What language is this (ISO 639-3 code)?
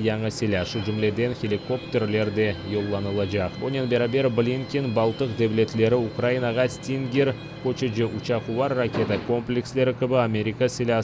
crh